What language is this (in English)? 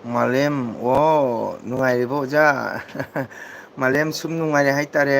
Manipuri